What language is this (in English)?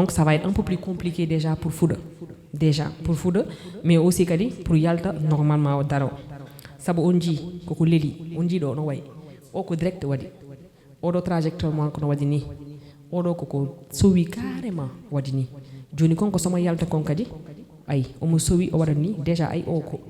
Fula